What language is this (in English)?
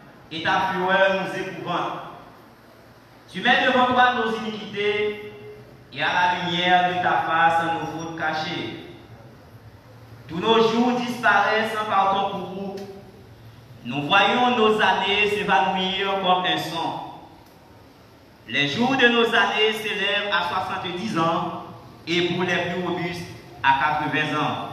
French